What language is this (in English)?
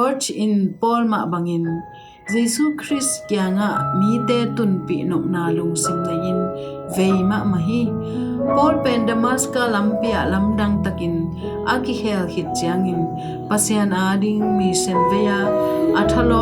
Tedim Chin